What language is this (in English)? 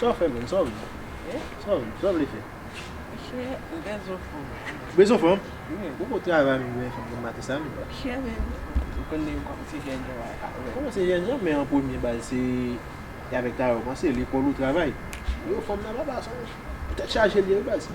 Haitian Creole